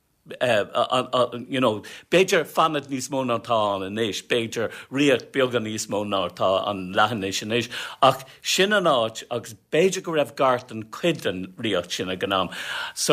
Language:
Irish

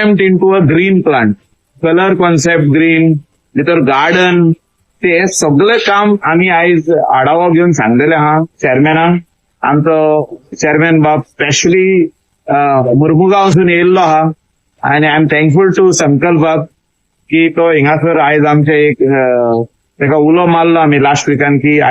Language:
Konkani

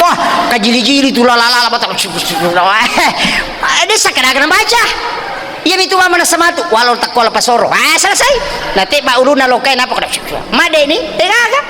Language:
Buginese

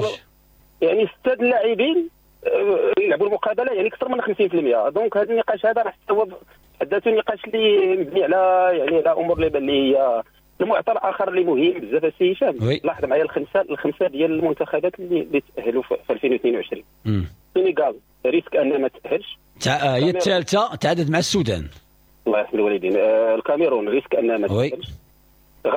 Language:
Moroccan Arabic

